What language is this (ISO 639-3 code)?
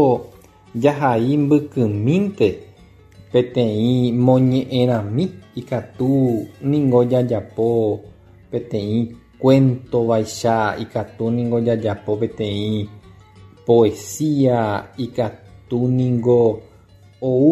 grn